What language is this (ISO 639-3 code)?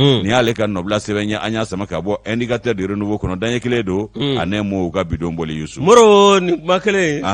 bam